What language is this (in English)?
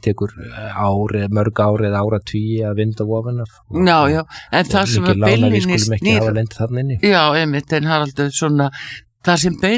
Icelandic